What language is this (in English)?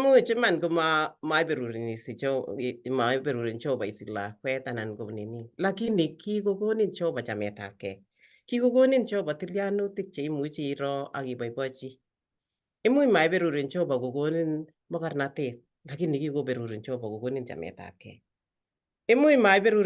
Kalenjin